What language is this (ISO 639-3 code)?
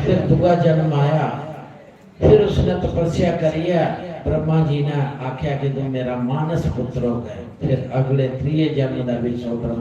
doi